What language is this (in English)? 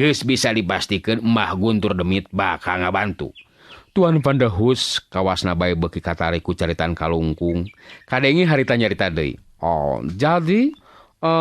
Sundanese